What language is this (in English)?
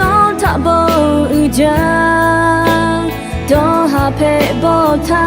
Lahu